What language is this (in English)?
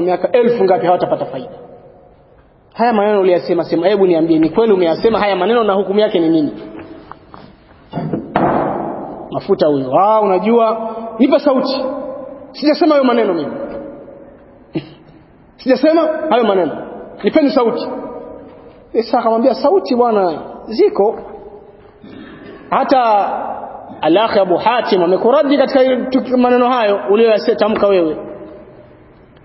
Swahili